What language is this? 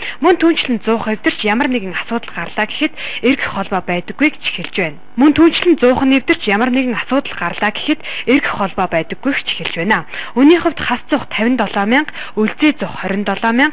Mongolian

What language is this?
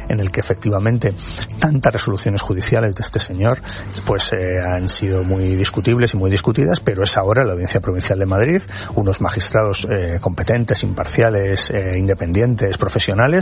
Spanish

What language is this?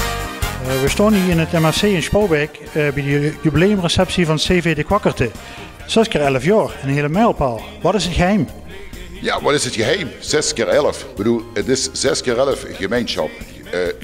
Limburgish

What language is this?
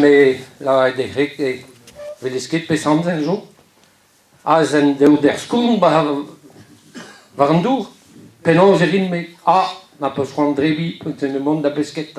Breton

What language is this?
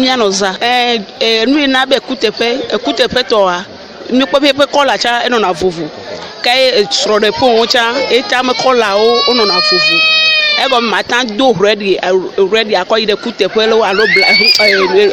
Ewe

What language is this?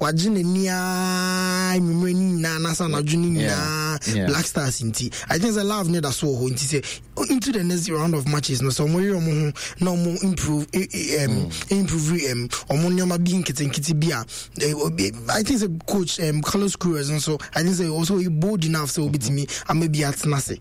Akan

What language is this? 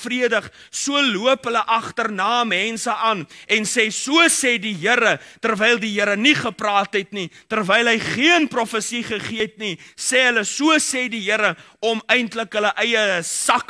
Afrikaans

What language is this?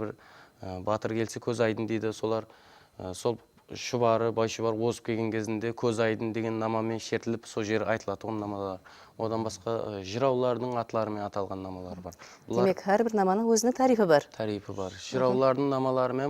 Kara-Kalpak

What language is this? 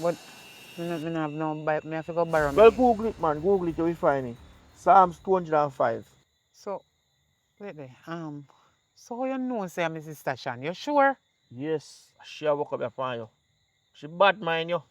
Jamaican Creole English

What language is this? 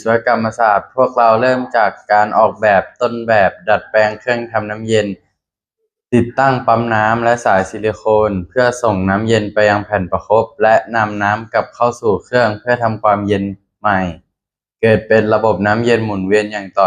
Lao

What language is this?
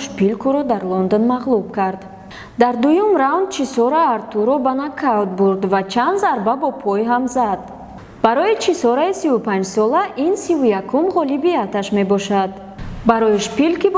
Tajik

